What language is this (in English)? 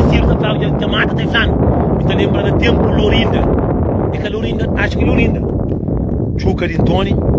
Kabuverdianu